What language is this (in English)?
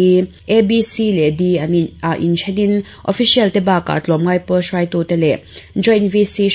Mizo